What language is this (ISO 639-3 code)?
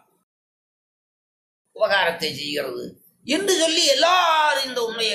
tam